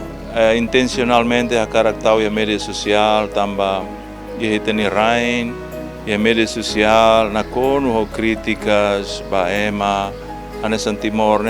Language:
Tetum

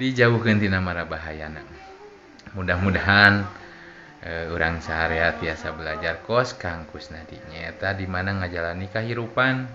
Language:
Sundanese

